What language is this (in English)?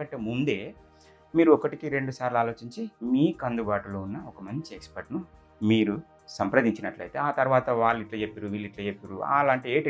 Telugu